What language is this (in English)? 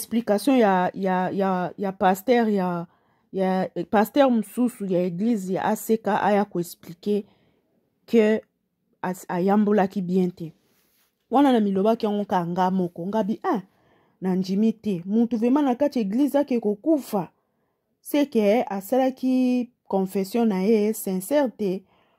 Lingala